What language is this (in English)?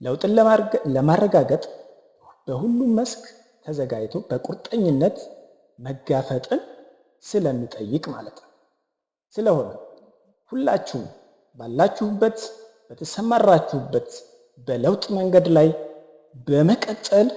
Amharic